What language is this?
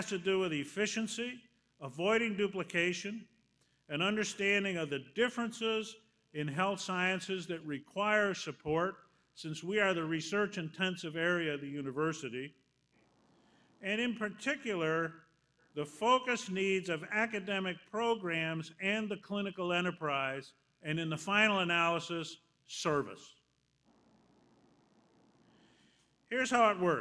English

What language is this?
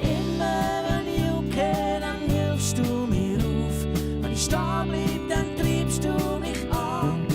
Swiss German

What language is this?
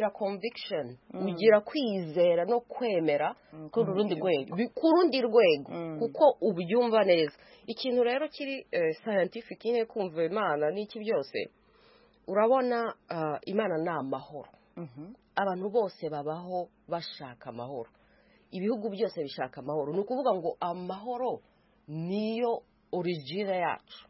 Kinyarwanda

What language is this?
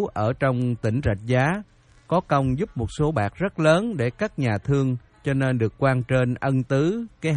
Vietnamese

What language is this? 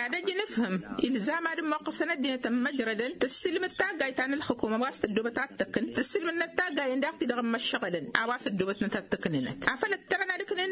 Tamasheq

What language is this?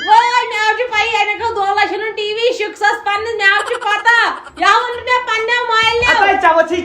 Kashmiri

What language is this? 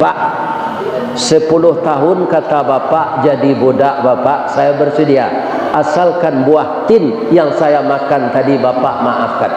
Minangkabau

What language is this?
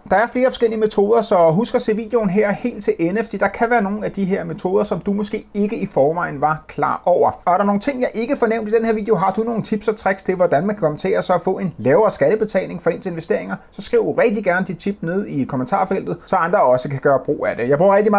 Danish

